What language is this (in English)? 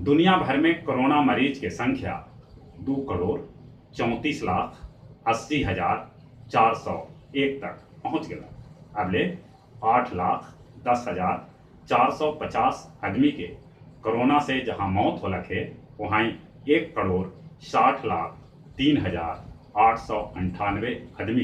Magahi